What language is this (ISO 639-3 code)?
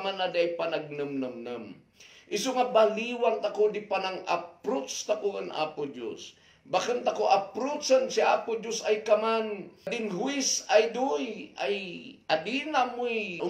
kne